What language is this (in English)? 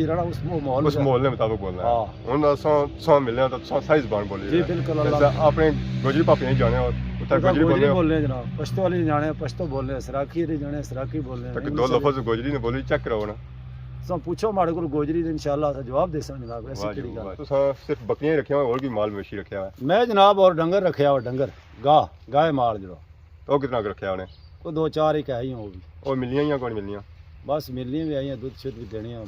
Pahari-Potwari